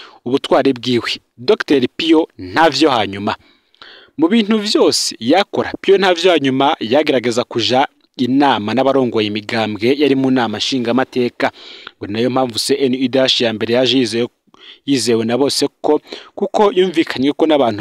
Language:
Rundi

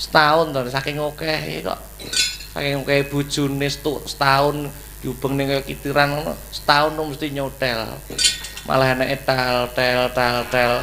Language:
Javanese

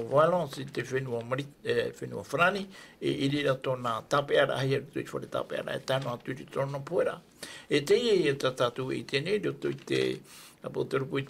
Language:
Tahitian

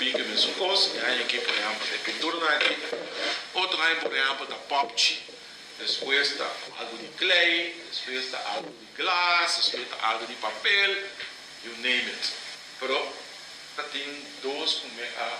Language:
Papiamento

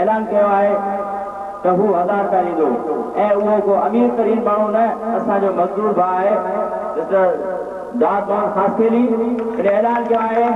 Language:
Sindhi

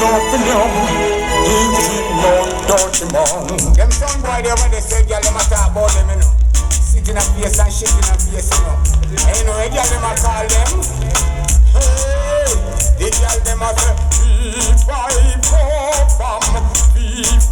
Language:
Jamaican Creole English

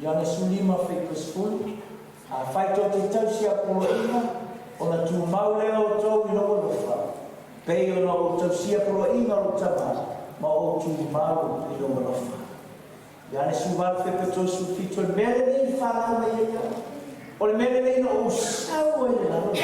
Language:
Samoan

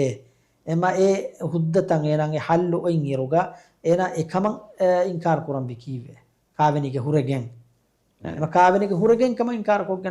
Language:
Divehi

